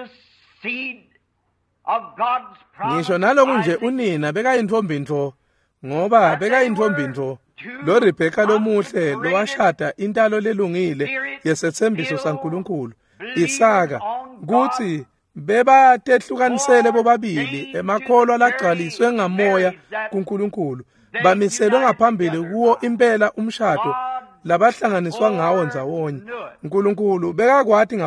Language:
Swati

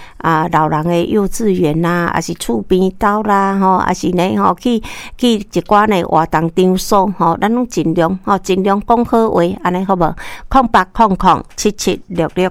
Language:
Min Nan Chinese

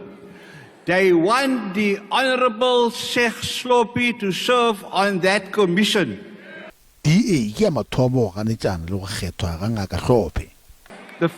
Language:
Northern Sotho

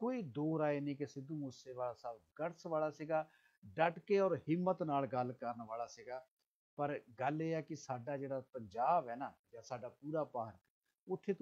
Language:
Punjabi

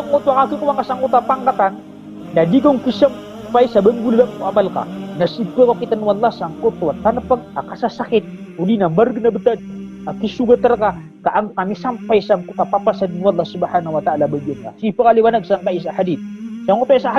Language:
Maranao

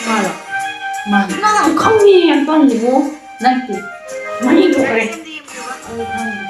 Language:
Manipuri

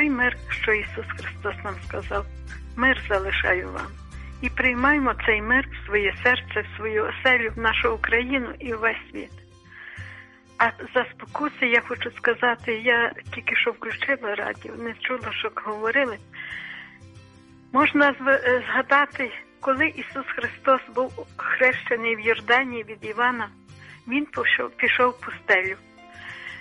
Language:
Ukrainian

